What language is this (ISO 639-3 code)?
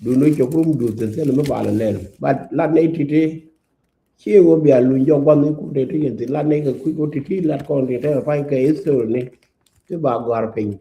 nus